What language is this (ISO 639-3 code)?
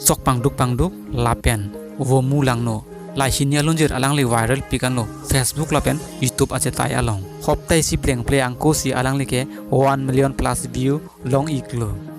mjw